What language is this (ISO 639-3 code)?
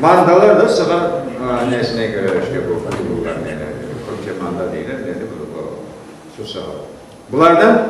crh